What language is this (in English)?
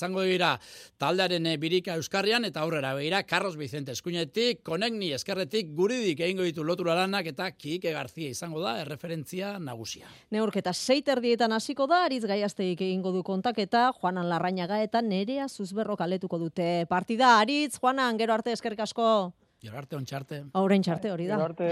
Basque